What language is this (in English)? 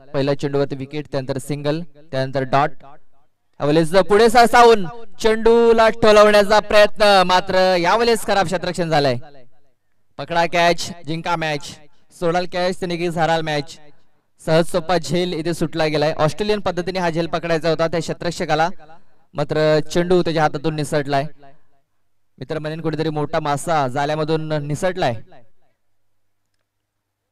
Marathi